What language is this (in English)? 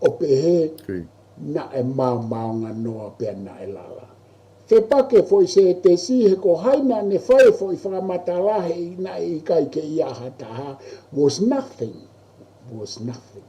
Tongan